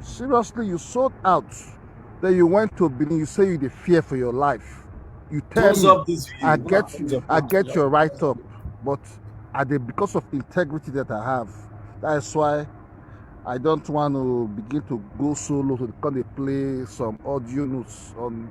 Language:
Nigerian Pidgin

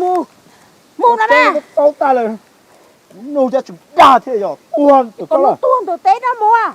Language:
Hmong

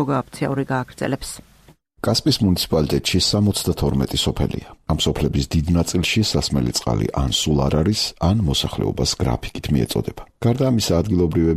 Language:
Georgian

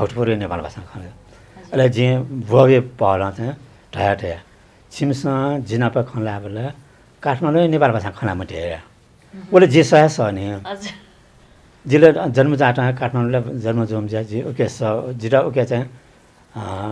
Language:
Newari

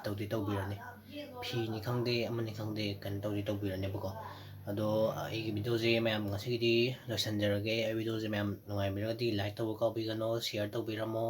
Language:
Manipuri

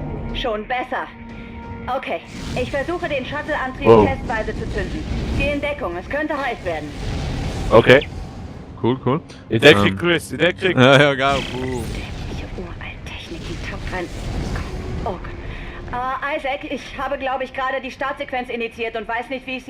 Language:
Swiss German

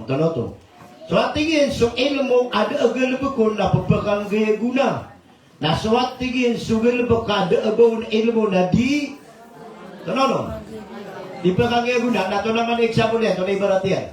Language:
Maranao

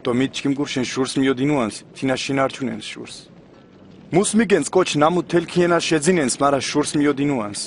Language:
Mingrelian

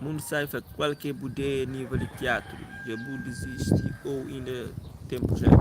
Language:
Kabuverdianu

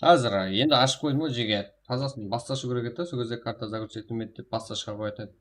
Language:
Kara-Kalpak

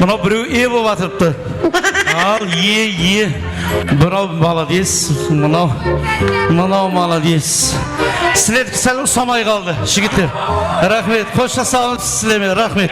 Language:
Kara-Kalpak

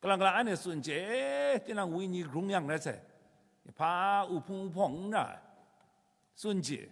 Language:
Kachin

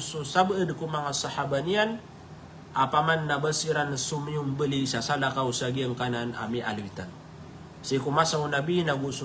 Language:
Maranao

